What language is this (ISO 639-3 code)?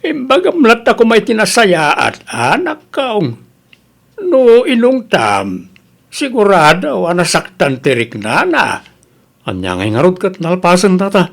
ilo